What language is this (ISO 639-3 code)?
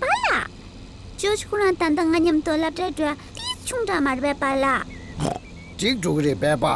bod